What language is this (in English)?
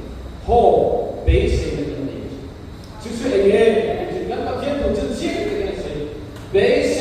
Mizo